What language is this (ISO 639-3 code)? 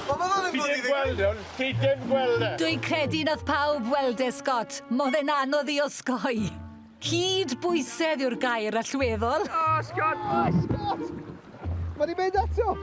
cym